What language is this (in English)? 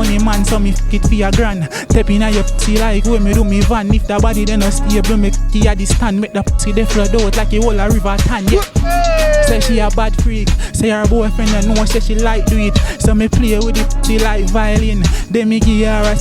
Jamaican Creole English